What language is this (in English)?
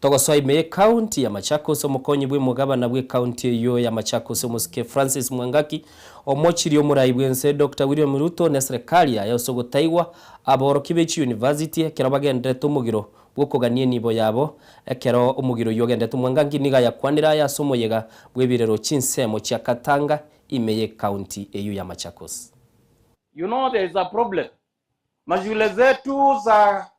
Gusii